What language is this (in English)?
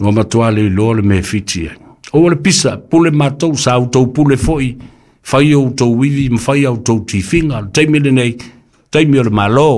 Samoan